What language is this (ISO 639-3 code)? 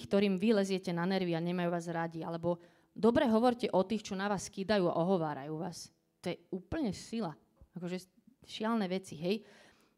slk